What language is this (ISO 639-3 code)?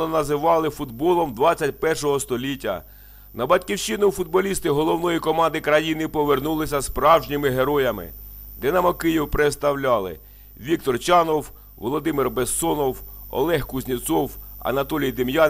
ukr